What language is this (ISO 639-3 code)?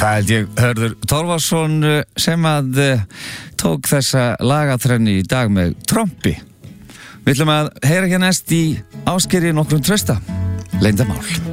isl